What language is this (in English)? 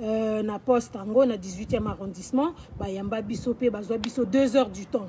Lingala